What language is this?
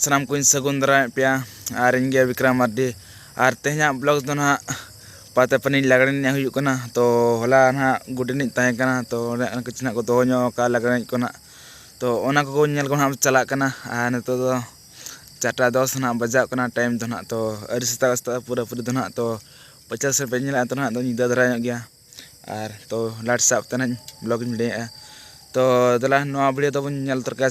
Santali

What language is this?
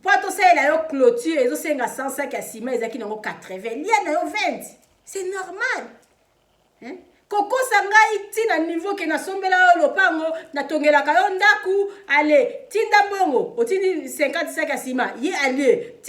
Lingala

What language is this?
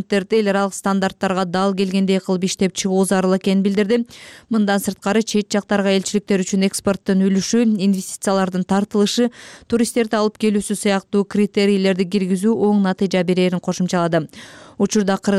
Kyrgyz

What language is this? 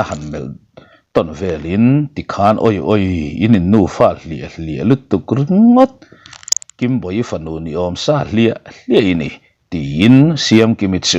Mizo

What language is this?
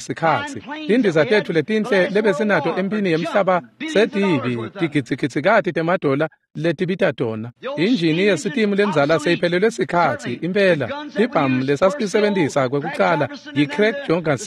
Swati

